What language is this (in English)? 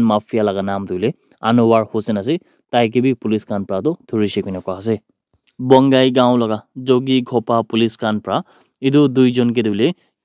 Naga Pidgin